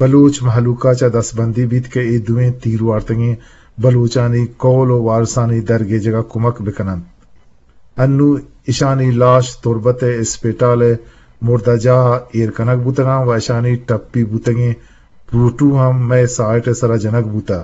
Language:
Eastern Balochi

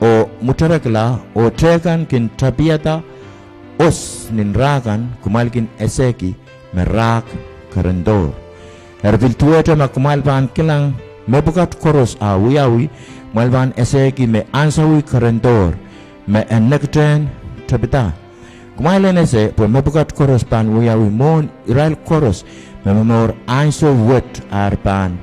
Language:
Pohnpeian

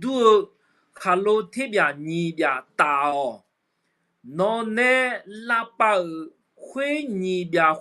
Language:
Akha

